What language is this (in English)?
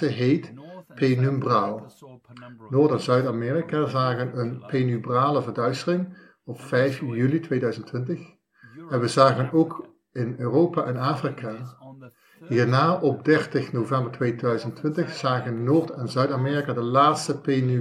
Dutch